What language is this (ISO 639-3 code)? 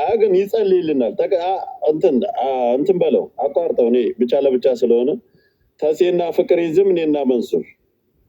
amh